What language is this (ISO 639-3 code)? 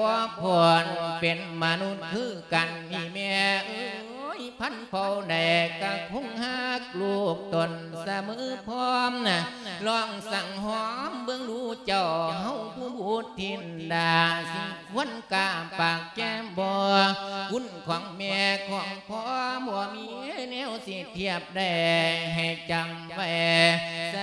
lao